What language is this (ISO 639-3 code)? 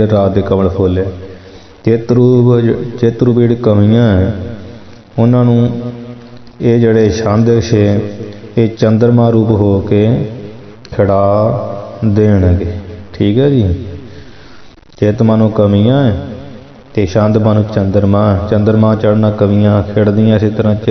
pan